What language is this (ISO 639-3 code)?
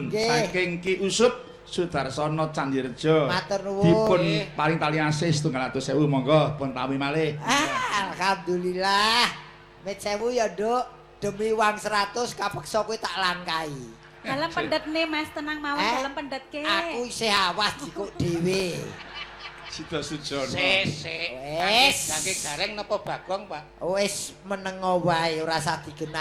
jav